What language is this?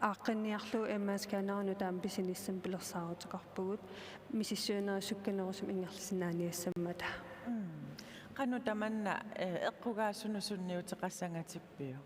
Kalaallisut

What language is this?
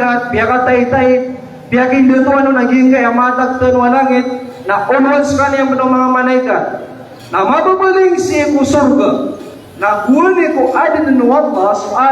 Maranao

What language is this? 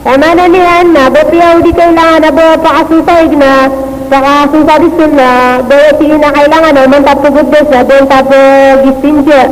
Maranao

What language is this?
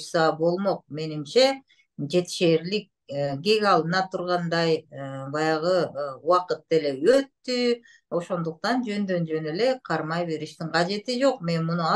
Kyrgyz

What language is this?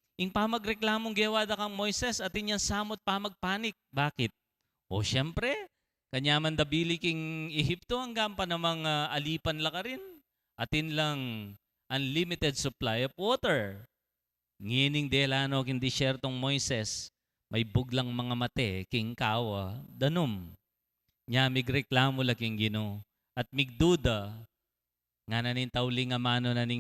Pampanga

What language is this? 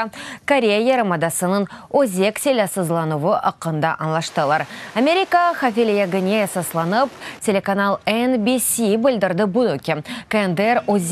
Crimean Tatar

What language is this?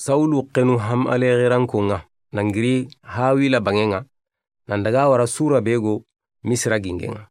Soninke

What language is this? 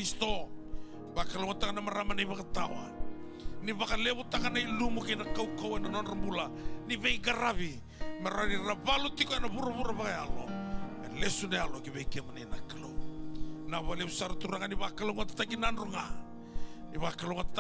Fijian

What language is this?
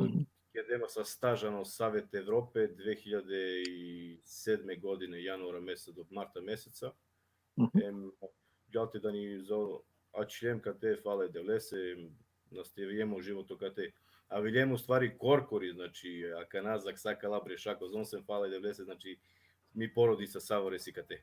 Balkan Romani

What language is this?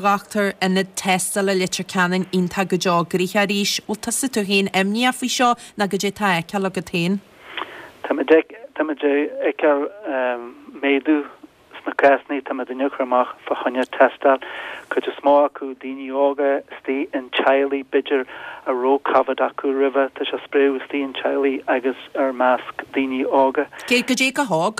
Irish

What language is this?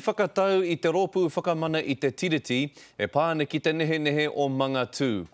Māori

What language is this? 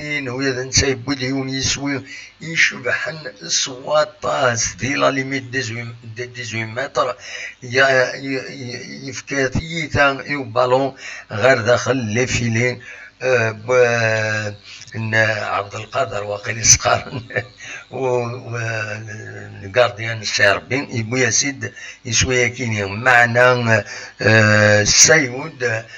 Kabyle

